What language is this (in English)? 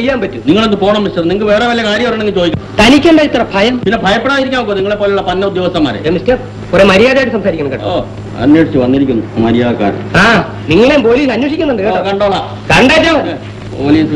Malayalam